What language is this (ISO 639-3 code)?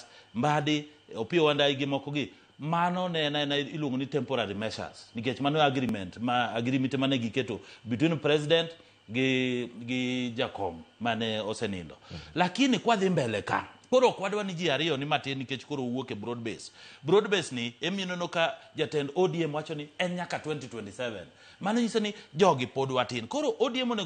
luo